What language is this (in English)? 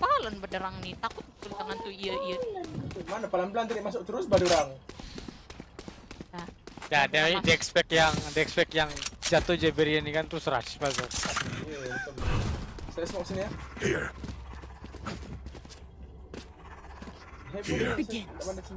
Malay